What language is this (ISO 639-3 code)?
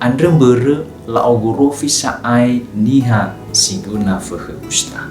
nia